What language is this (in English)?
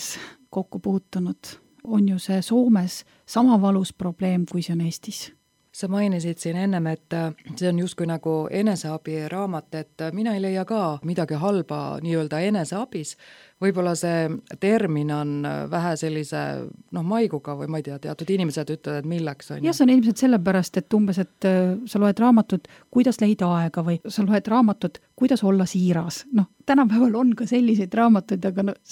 Estonian